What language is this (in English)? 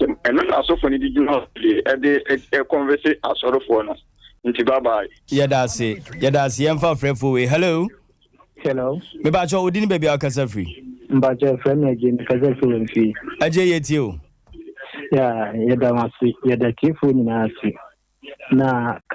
Akan